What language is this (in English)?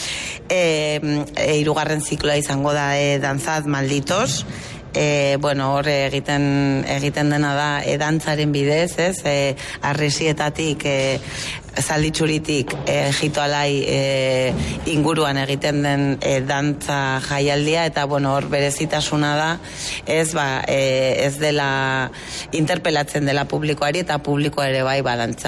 Basque